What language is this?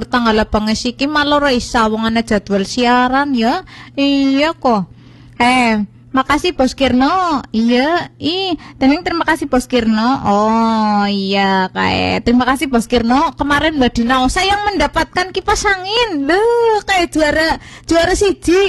Indonesian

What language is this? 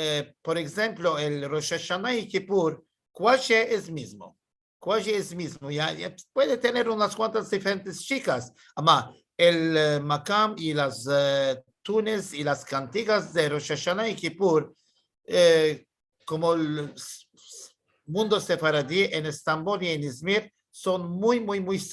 Ladino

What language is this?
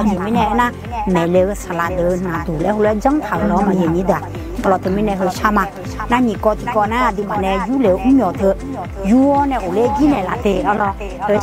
Akha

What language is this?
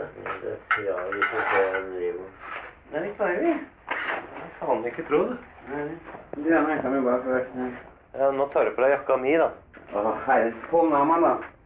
Norwegian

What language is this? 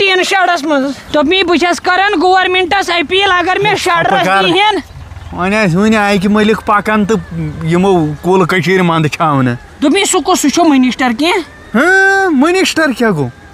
Kashmiri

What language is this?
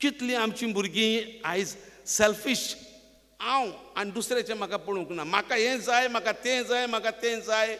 Konkani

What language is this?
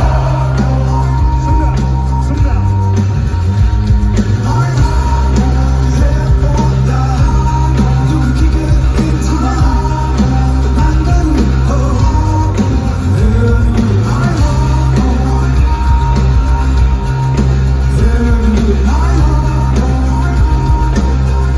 Danish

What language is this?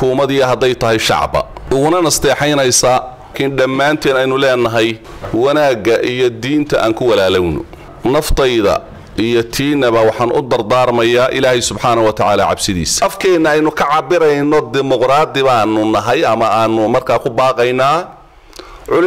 Somali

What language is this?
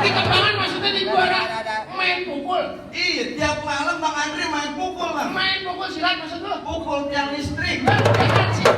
Betawi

